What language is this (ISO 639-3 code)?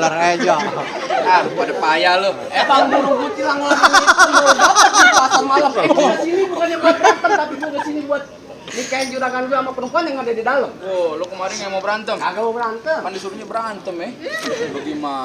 bew